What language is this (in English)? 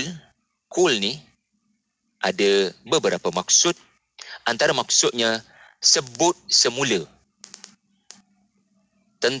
Malay